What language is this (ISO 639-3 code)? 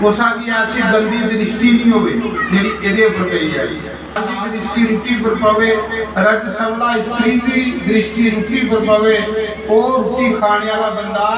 doi